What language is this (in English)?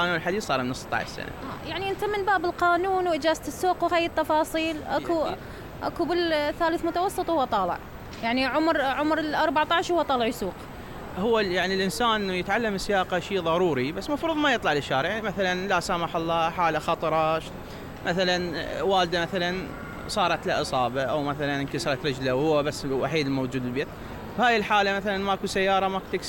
Mesopotamian Arabic